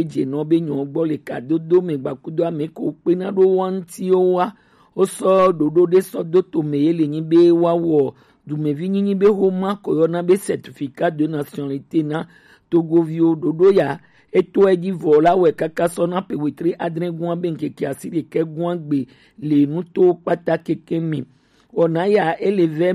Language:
Gen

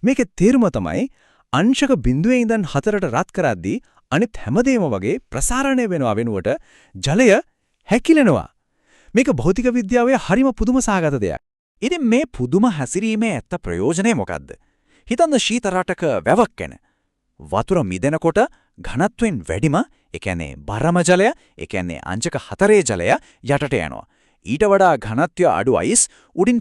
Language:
Sinhala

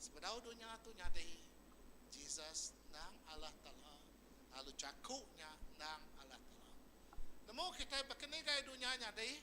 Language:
Iban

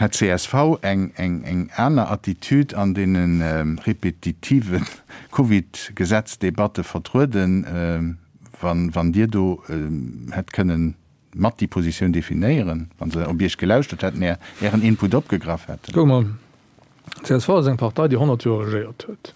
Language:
Luxembourgish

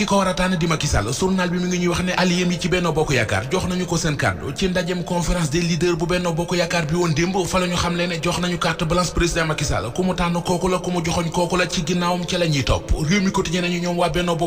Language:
Wolof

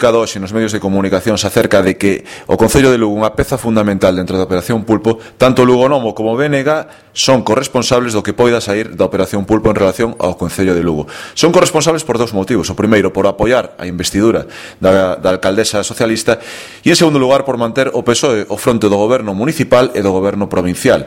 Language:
Galician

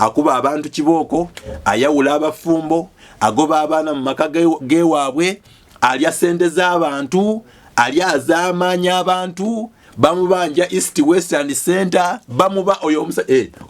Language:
Ganda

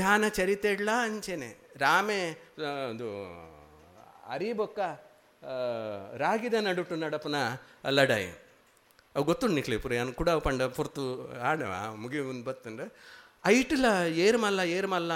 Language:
Tulu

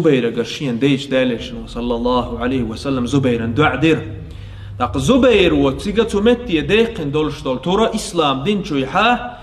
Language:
Chechen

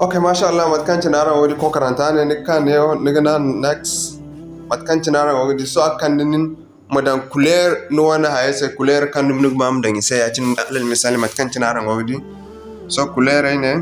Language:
Zarma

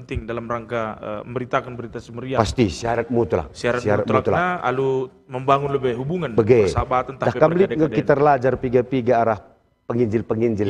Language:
Batak Karo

